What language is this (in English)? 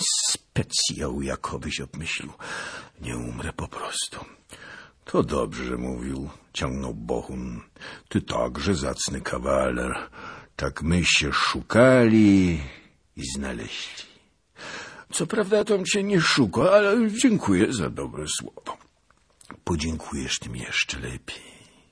Polish